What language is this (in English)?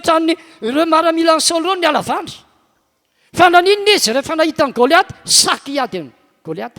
Malagasy